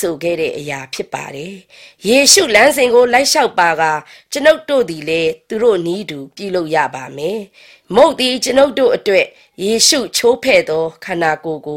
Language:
Burmese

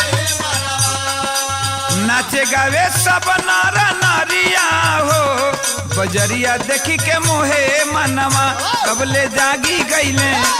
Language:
Bhojpuri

